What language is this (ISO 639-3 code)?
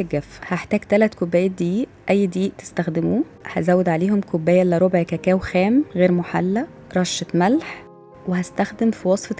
arz